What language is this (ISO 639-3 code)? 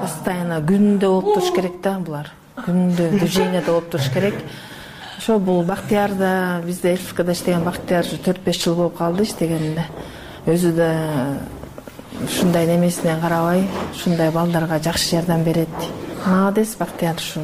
kir